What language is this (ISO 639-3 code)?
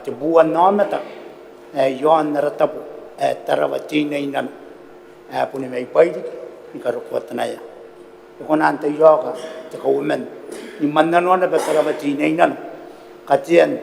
gil